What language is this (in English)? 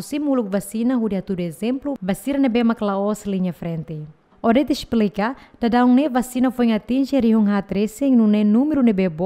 Tetum